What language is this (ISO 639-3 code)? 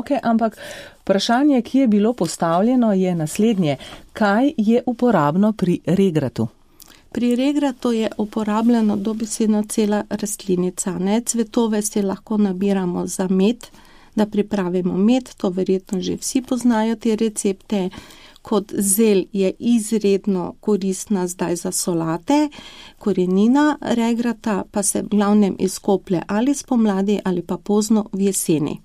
slv